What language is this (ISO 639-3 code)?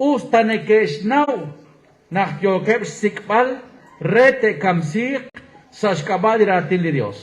kek